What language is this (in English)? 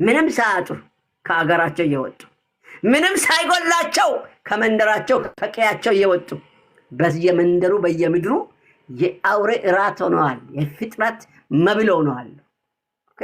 Amharic